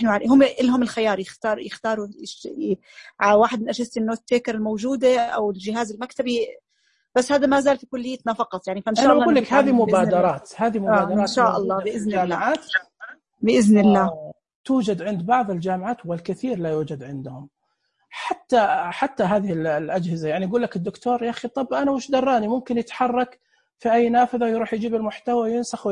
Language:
Najdi Arabic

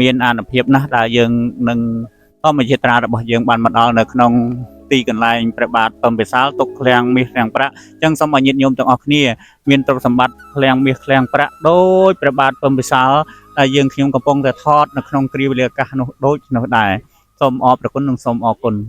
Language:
Khmer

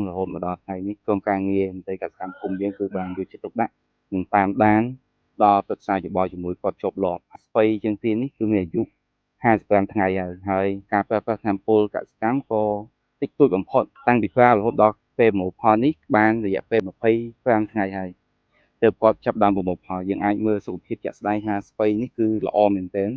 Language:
Khmer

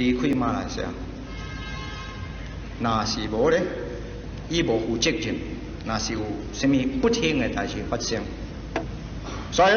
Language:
Min Nan Chinese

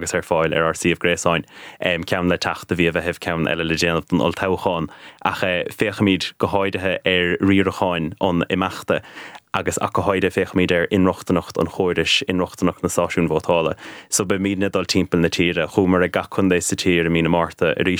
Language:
Irish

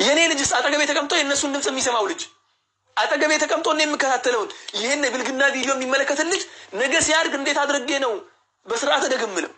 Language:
Amharic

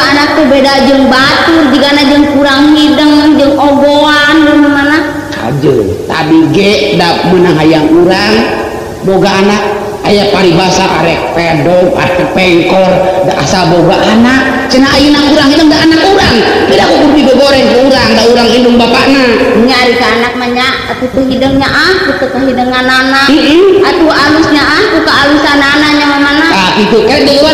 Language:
Sundanese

